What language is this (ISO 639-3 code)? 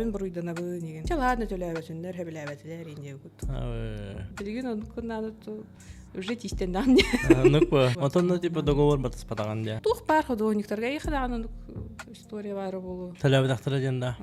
sah